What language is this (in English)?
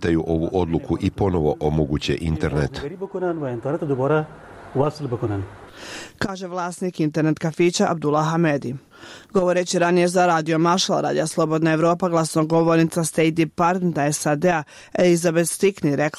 Bosnian